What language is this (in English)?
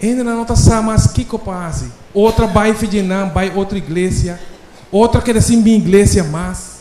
Papiamento